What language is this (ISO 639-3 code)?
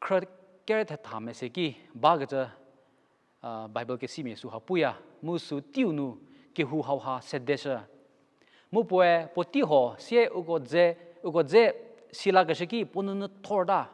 njm